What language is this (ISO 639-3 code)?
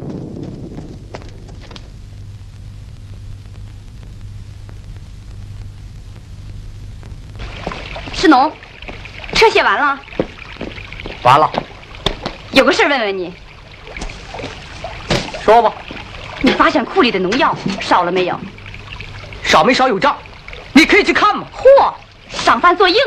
zho